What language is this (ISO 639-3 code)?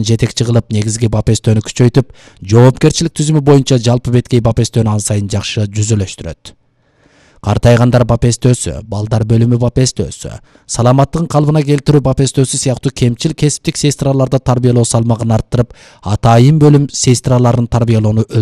kir